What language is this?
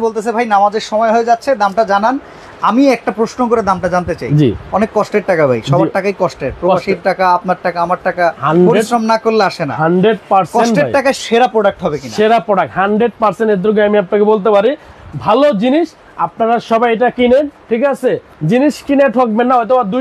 Bangla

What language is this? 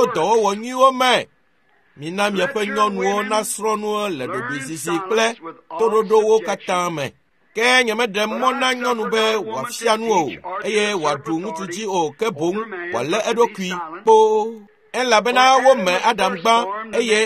Ewe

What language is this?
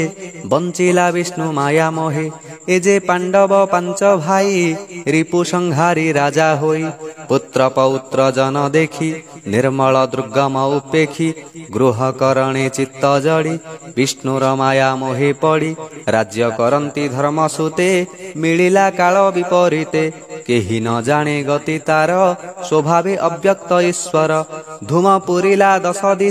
Odia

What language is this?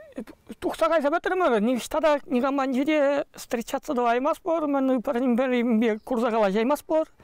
Chuvash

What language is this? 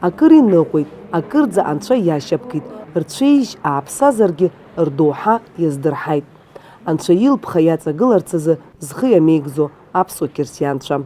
Abkhazian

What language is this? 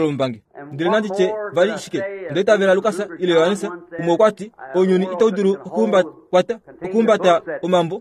Kuanyama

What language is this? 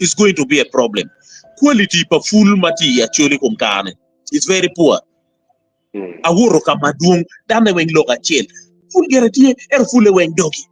Acoli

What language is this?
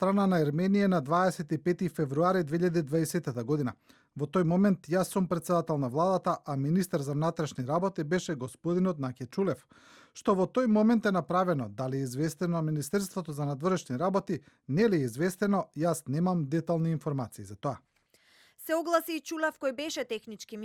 Macedonian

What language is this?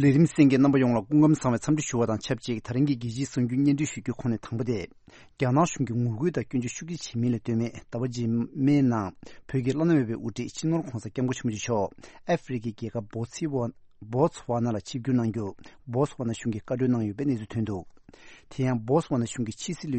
Tibetan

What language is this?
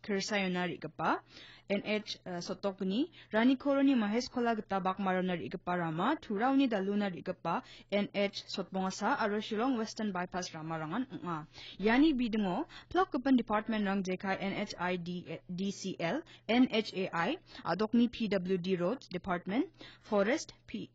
Garo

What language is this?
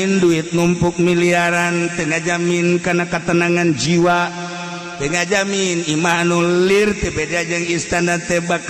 Sundanese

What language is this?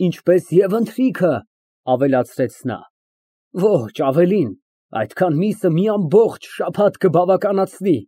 Armenian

